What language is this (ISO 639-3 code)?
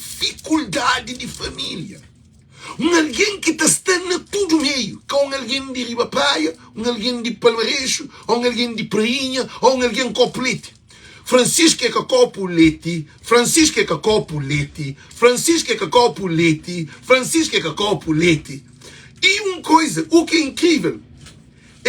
kea